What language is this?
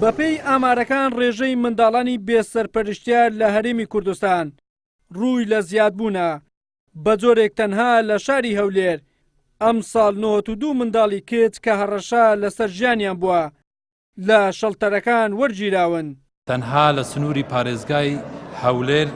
Central Kurdish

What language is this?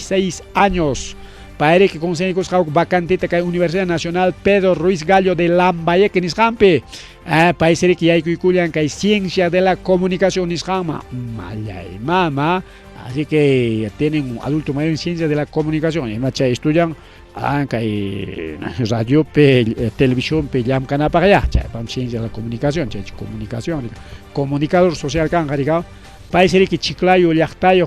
Ayacucho Quechua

